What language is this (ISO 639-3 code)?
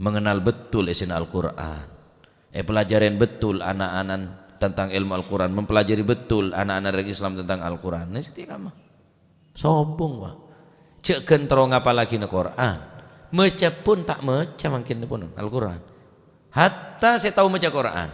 mad